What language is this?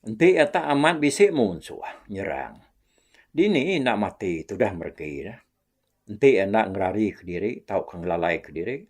Iban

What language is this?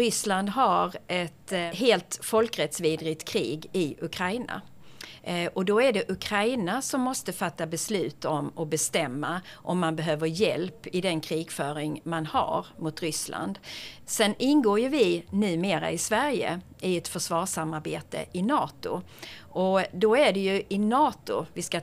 Swedish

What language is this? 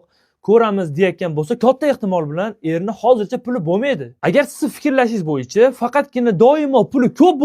Uzbek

